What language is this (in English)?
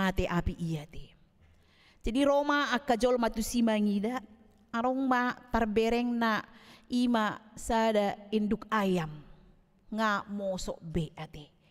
Batak Toba